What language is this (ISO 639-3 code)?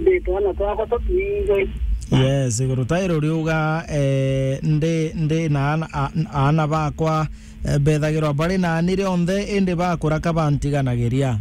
mer